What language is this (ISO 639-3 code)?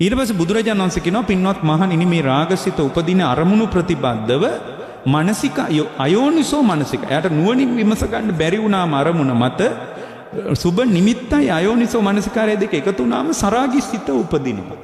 sin